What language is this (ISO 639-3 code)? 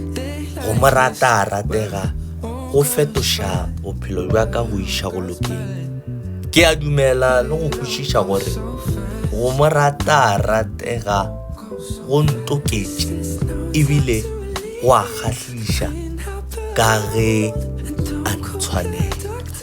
nso